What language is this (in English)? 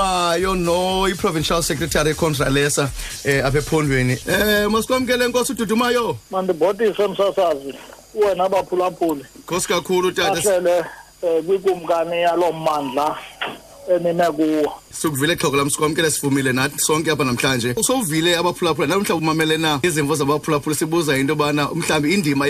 Xhosa